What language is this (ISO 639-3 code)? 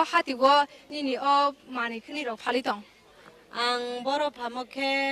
trp